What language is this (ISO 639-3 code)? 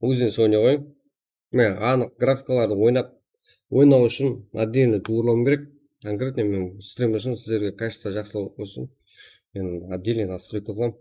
kaa